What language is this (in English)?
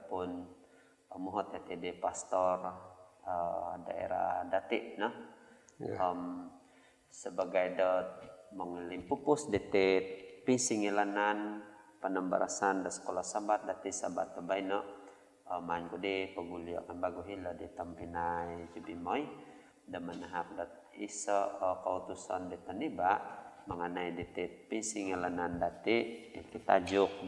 Central Dusun